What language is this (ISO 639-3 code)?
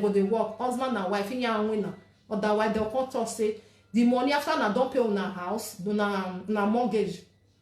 pcm